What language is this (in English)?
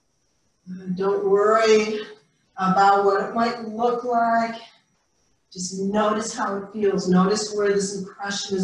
English